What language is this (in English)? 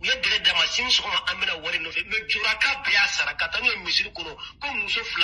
Bambara